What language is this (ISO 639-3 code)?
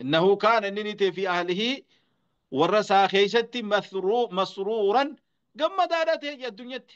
orm